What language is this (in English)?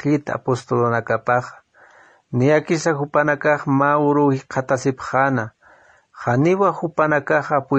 Aymara